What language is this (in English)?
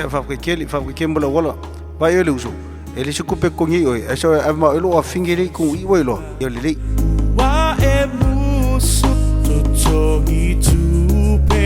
Samoan